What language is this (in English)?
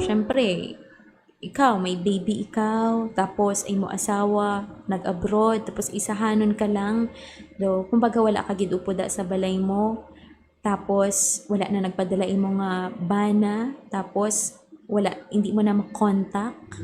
Hiligaynon